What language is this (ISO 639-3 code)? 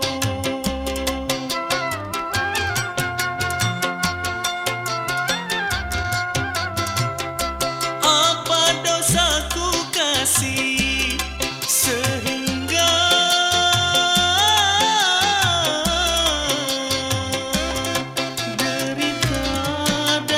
msa